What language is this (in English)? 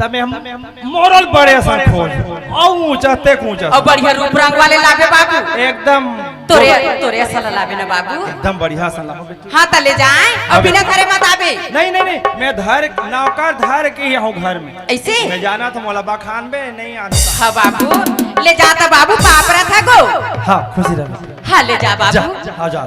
Chhattisgarhi